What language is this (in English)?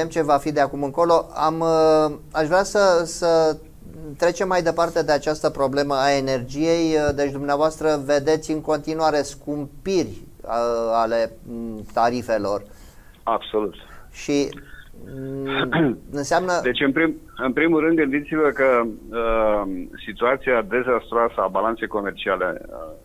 Romanian